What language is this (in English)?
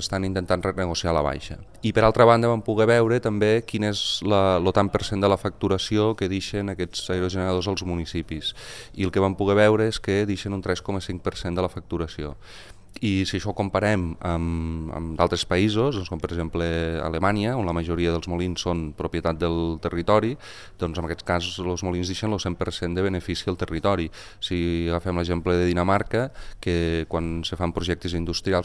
Catalan